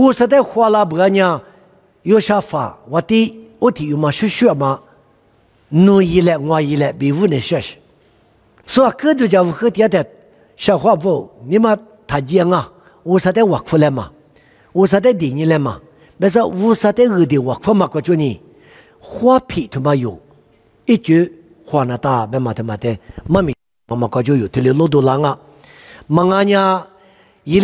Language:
Lisu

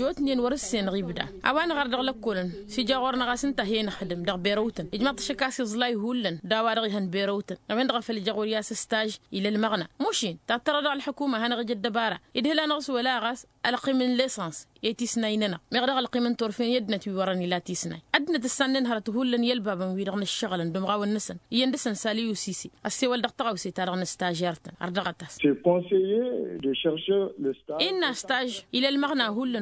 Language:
Tamasheq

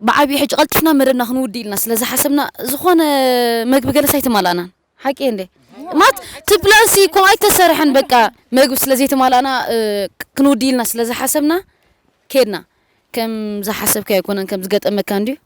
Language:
Tigrinya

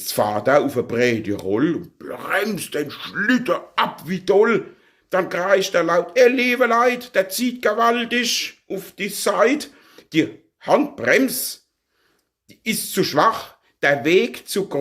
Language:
Palatine German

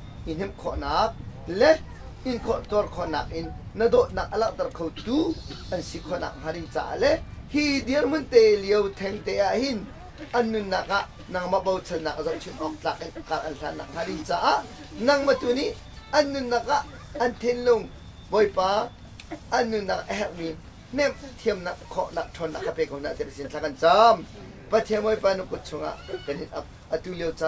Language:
Hakha Chin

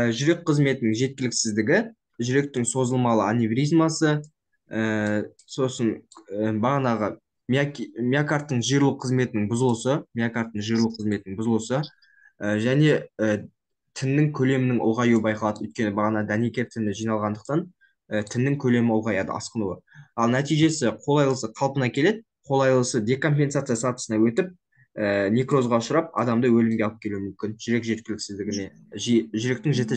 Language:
Kazakh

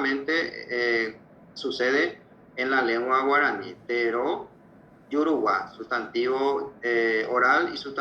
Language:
Guarani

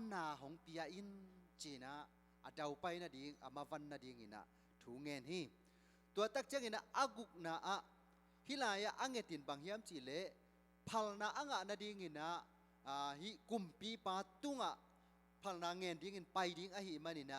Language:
Tedim Chin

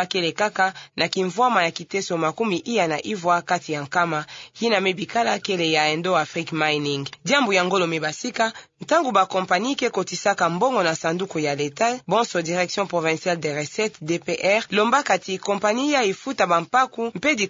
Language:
Kituba (Democratic Republic of Congo)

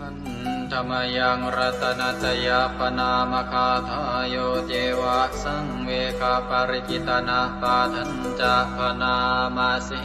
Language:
Pali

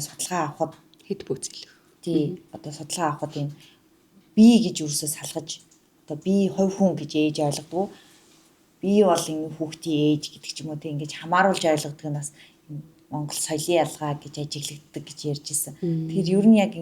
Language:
Mongolian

